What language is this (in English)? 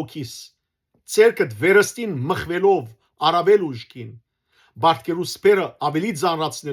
Western Armenian